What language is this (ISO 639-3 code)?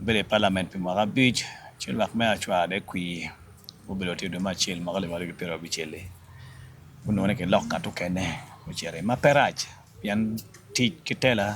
ach